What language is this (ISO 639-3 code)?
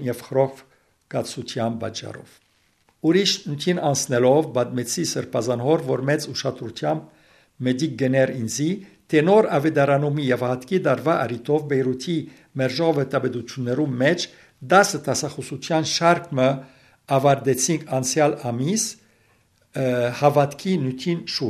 hye